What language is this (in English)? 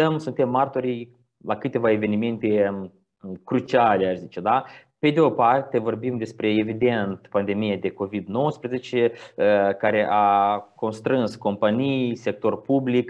Romanian